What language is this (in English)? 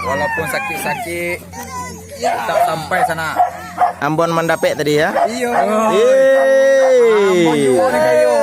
Minangkabau